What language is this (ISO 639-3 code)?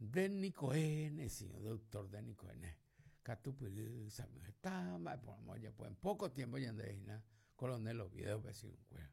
grn